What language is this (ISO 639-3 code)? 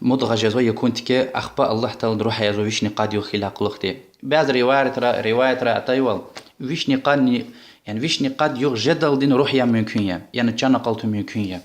lez